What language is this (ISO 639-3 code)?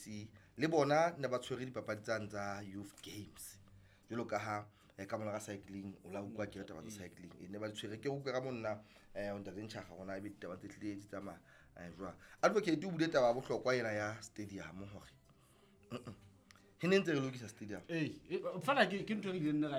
sot